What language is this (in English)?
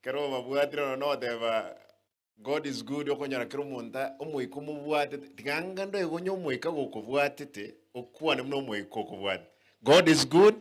Gusii